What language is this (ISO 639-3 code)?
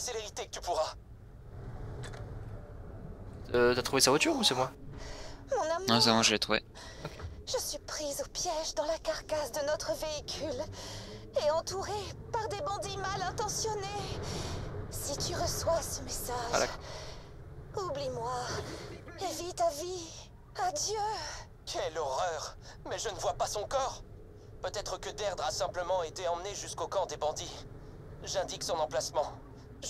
fra